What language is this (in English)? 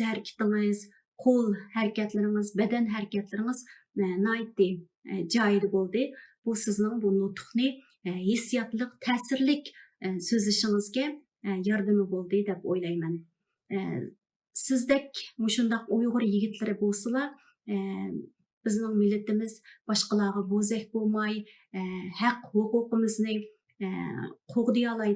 Uyghur